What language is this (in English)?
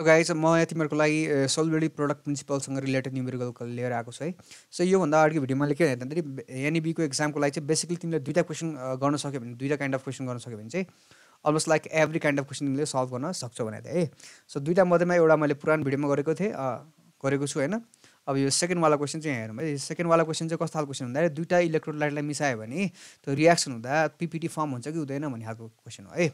Nepali